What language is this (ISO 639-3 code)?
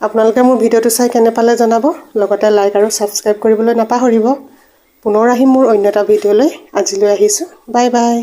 asm